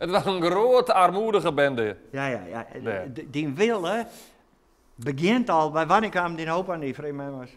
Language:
Western Frisian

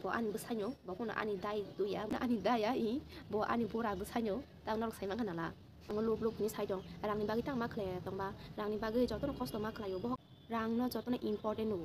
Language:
Kok Borok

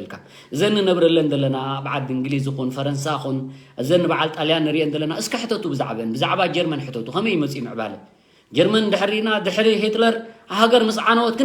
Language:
Tigrinya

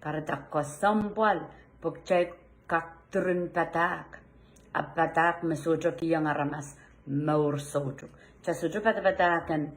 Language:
Pohnpeian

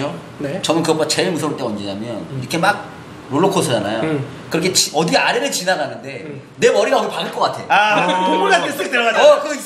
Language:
Korean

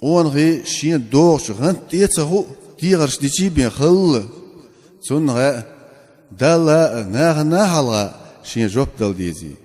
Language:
Chechen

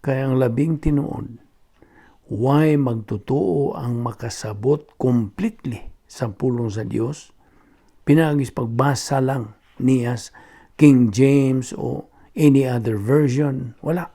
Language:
Cebuano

